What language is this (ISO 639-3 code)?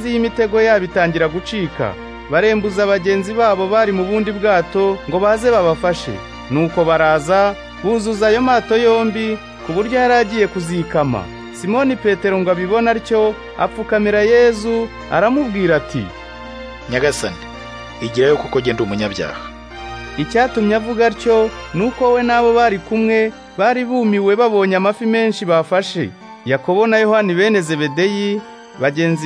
kin